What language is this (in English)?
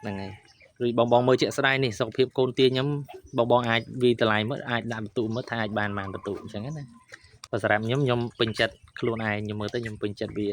Khmer